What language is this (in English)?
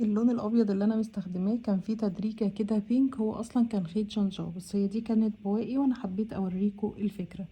Egyptian Arabic